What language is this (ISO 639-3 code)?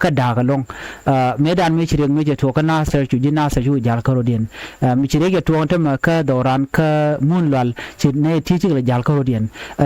nus